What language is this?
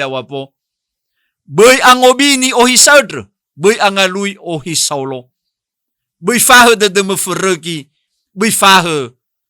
Nias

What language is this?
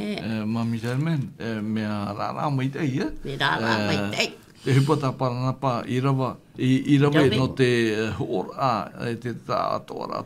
Tahitian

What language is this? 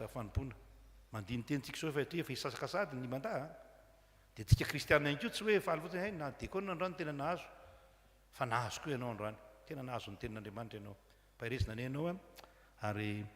Malagasy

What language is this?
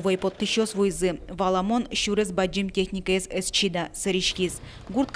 Udmurt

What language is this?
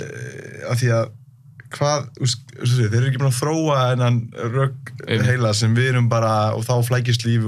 Icelandic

